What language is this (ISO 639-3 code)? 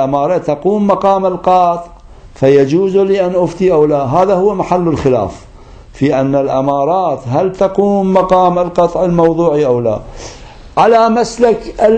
ara